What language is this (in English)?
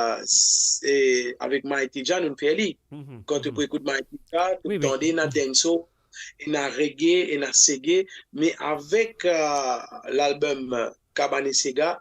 Morisyen